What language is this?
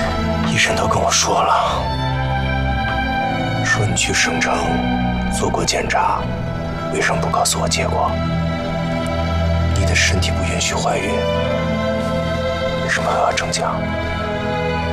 Chinese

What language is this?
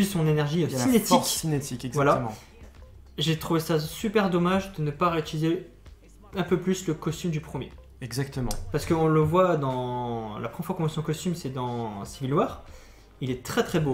French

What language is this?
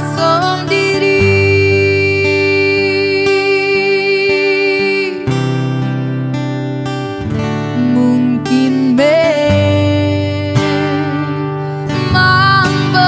Indonesian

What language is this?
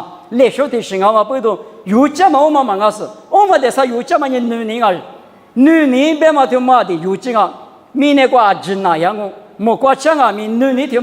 Lisu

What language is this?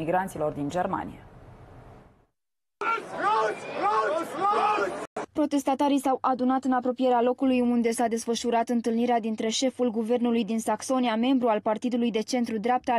Romanian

